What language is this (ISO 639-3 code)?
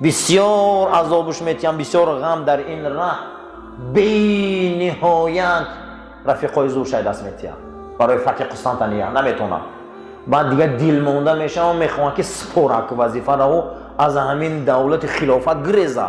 tgk